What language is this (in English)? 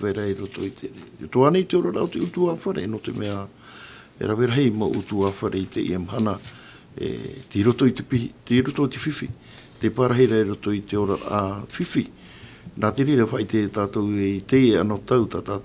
Tahitian